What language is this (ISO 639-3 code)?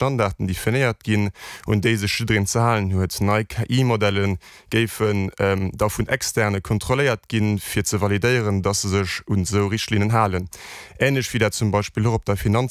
ltz